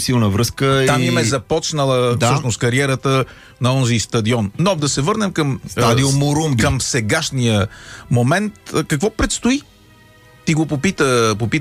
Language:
Bulgarian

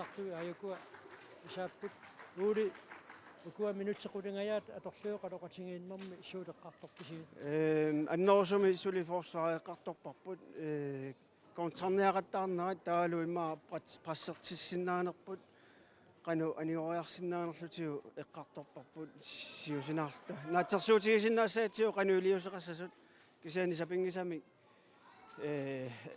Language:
Kalaallisut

